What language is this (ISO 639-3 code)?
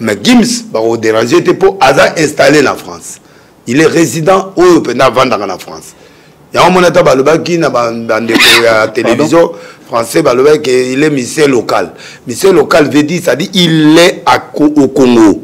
lin